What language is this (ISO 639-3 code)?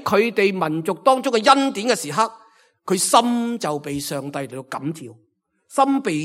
yue